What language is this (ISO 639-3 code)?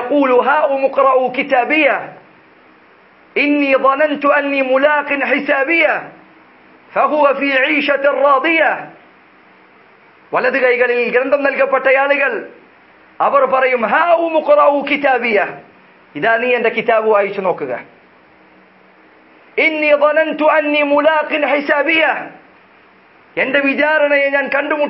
mal